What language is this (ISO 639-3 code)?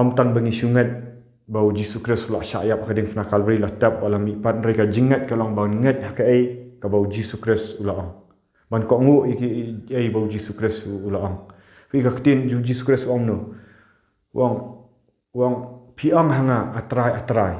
kha